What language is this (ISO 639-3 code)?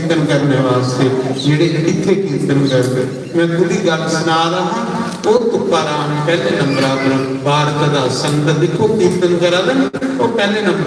doi